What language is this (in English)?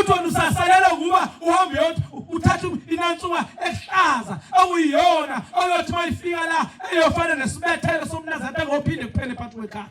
Zulu